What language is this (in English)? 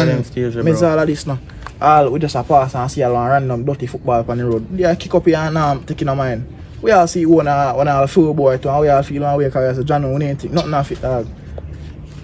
Jamaican Creole English